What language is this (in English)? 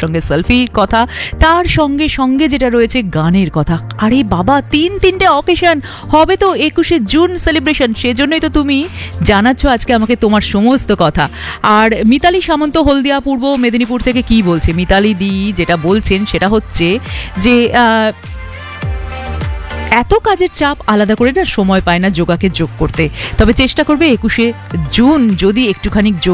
Bangla